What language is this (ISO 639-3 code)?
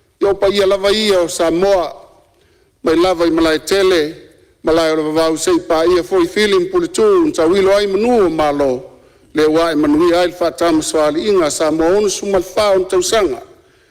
smo